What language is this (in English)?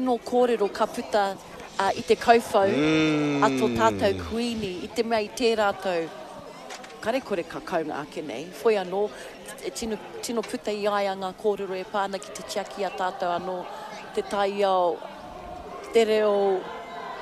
Māori